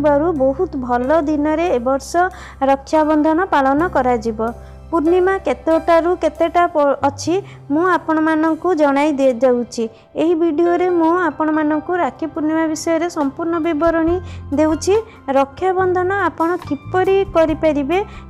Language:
Odia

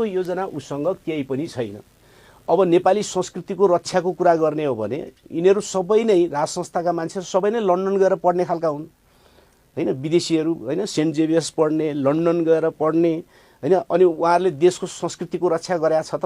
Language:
Nepali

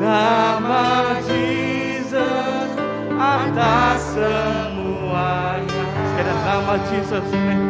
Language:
Iban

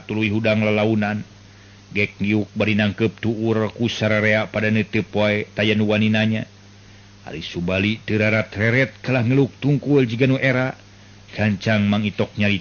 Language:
Sundanese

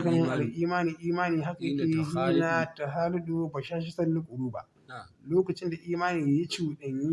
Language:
Hausa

